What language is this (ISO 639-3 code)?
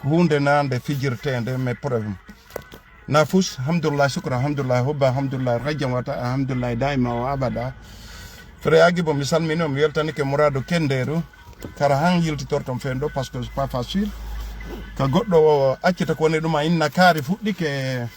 ful